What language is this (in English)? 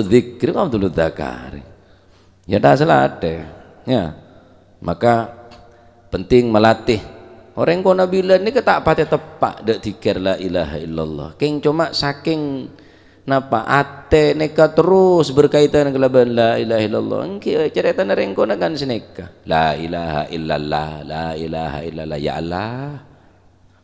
Madurese